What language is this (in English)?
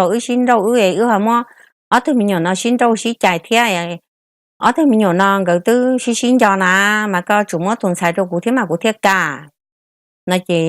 Hmong